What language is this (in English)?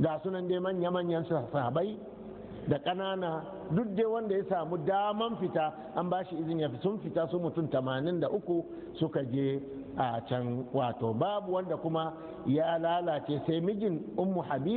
Hausa